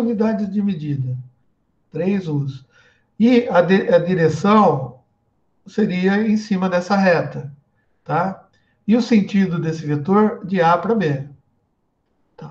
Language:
Portuguese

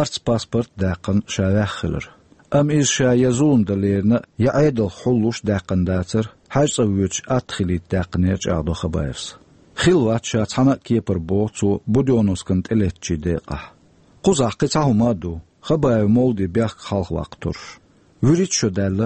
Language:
Chechen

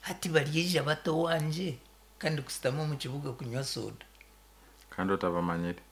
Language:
Nyankole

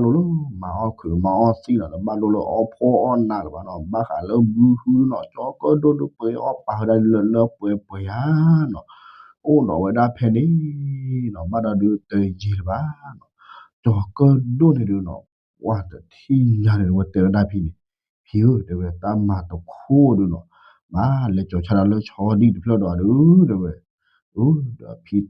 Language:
S'gaw Karen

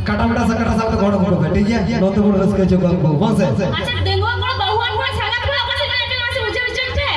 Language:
Santali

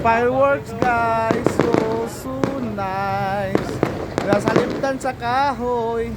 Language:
Cebuano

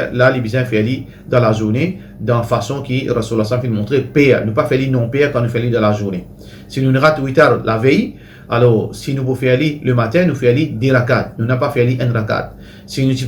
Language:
Morisyen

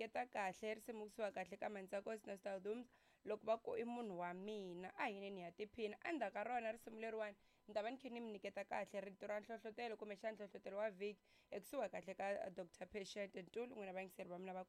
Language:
Tsonga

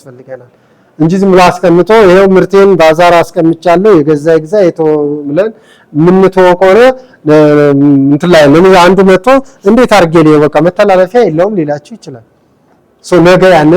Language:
Amharic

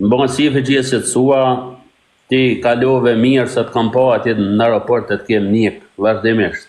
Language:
Albanian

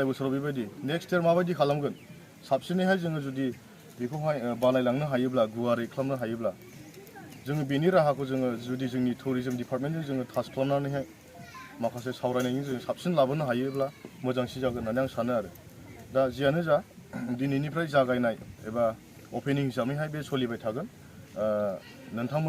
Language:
Bodo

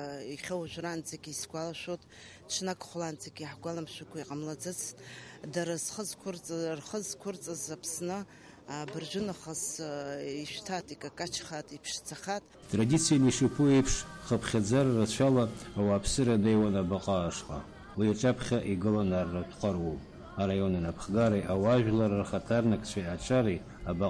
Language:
Abkhazian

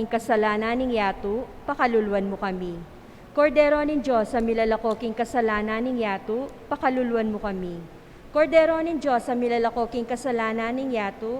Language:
Pampanga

